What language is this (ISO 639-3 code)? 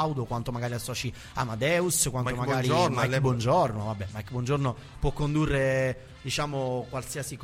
ita